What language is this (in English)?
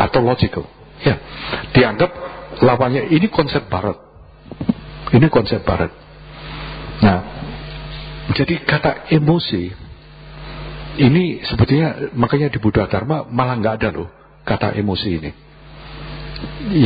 Indonesian